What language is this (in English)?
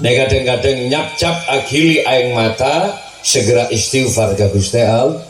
Madurese